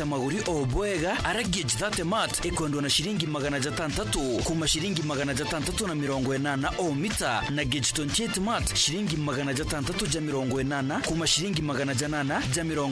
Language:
Meru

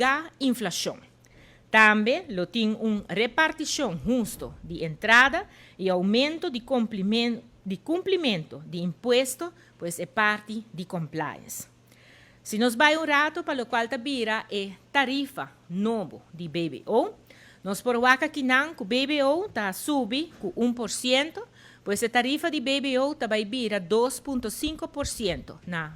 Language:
Papiamento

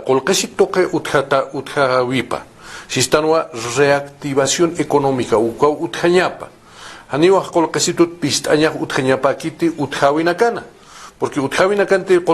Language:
Aymara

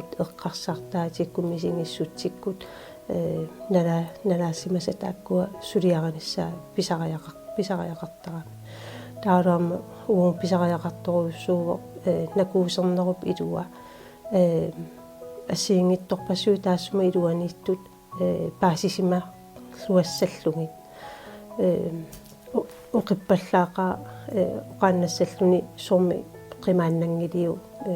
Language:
Kalaallisut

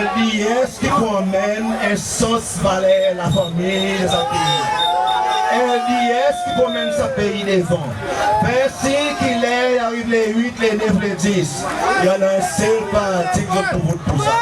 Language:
Seselwa Creole French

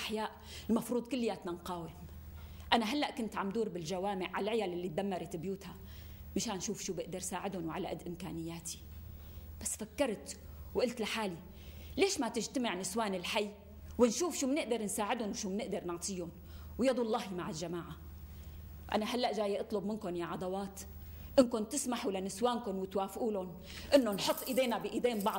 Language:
North Levantine Arabic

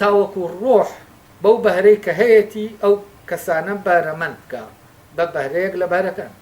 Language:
Central Kurdish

